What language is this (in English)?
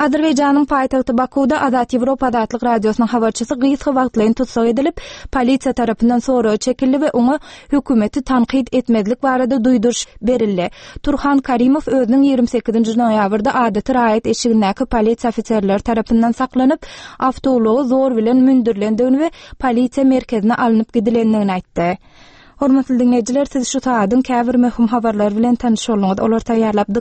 Turkmen